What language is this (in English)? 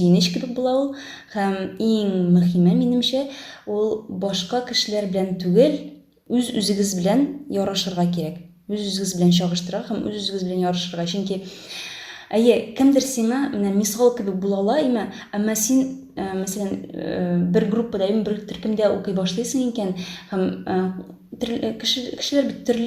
Tatar